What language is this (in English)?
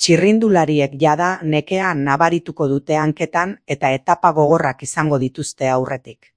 Basque